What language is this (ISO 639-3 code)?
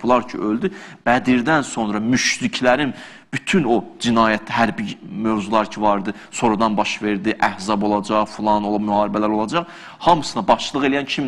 aze